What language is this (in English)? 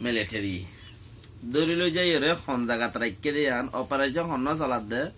Rohingya